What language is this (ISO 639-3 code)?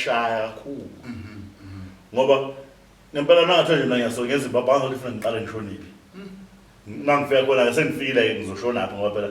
zul